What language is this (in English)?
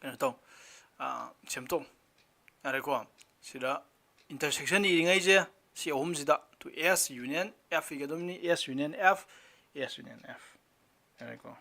Manipuri